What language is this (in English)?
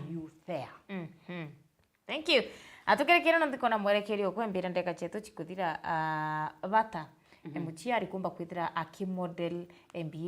Meru